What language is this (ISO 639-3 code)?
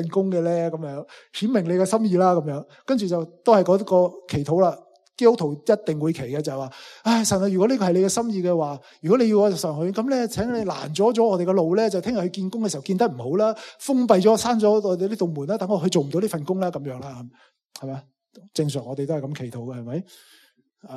yue